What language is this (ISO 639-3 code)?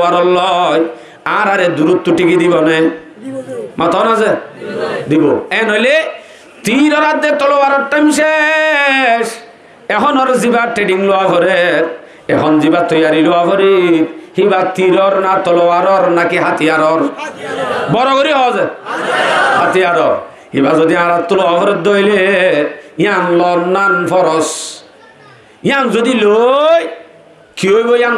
rhg